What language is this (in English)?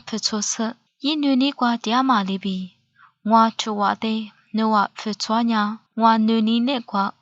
Lisu